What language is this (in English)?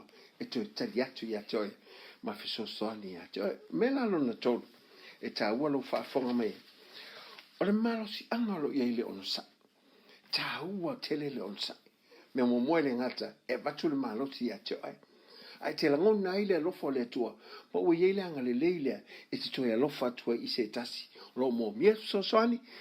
Samoan